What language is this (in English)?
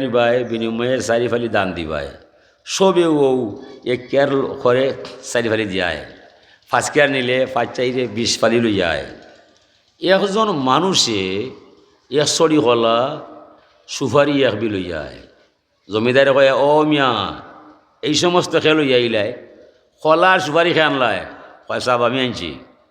Sylheti